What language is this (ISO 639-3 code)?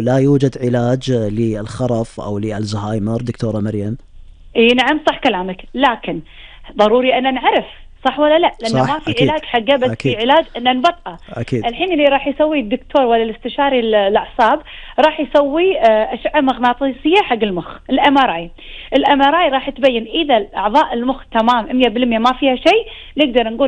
afb